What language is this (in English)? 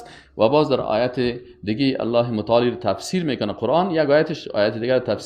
Persian